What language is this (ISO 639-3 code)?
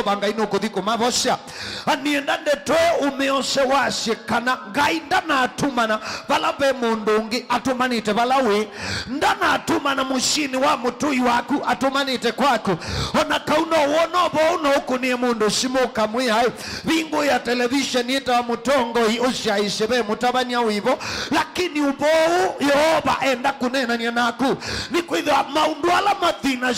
kam